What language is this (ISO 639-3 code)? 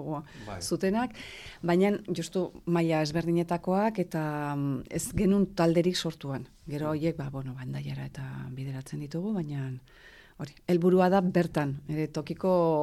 eus